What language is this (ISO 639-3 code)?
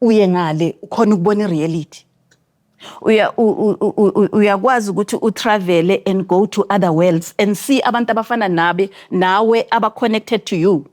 zul